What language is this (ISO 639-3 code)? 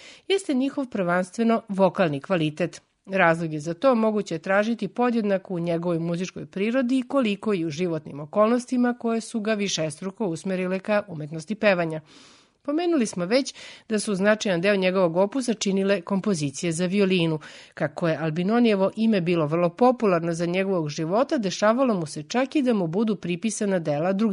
srp